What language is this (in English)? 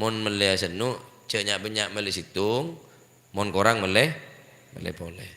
Madurese